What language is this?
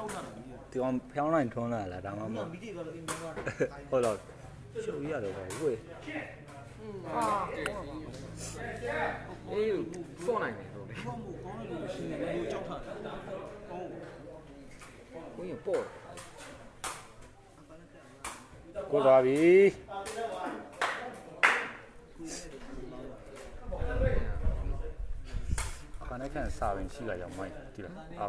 Burmese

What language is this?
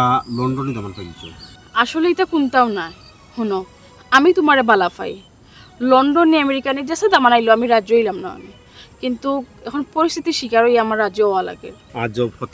Sylheti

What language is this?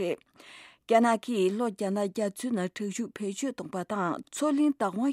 Tibetan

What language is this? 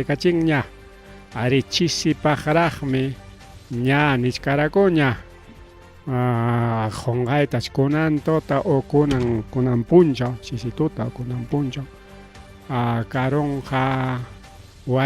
Ayacucho Quechua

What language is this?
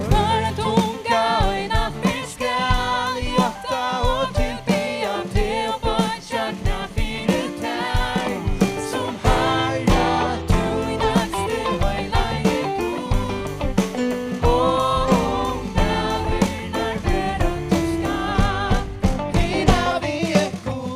Faroese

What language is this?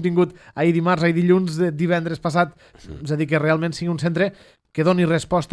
Catalan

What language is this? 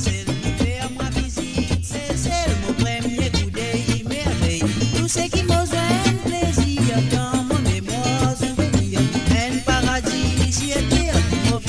Morisyen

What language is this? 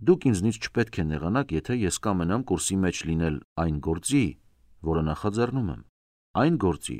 Armenian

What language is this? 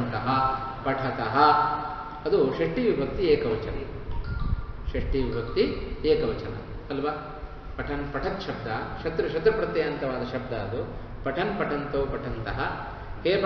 Kannada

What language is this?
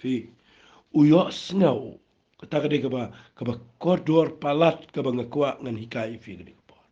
Khasi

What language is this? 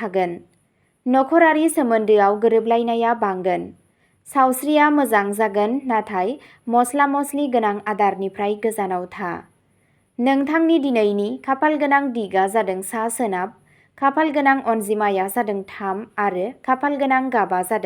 Bodo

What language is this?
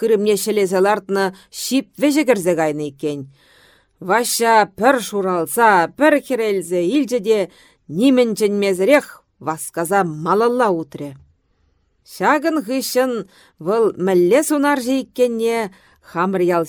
Chuvash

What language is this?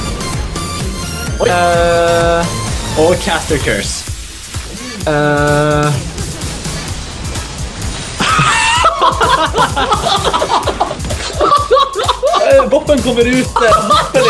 Norwegian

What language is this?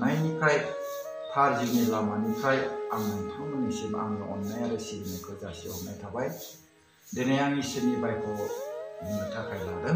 Bodo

